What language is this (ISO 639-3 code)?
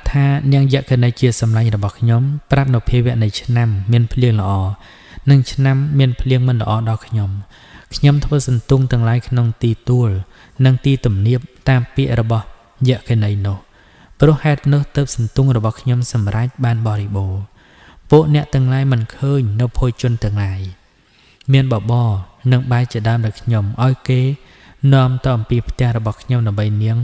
khm